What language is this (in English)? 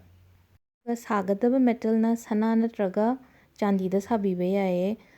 Manipuri